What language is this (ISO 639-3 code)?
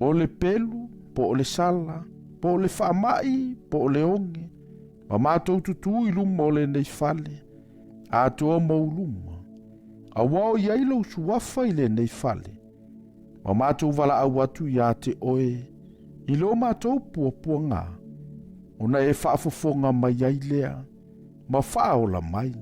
smo